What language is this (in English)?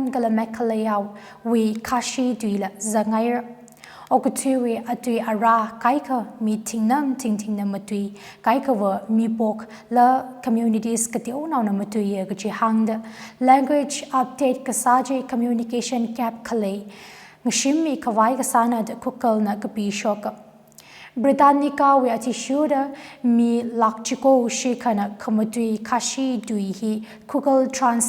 Tangkhul Naga (India)